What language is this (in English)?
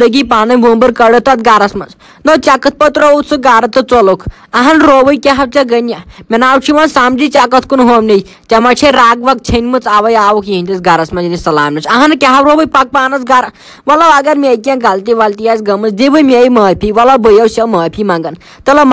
Kashmiri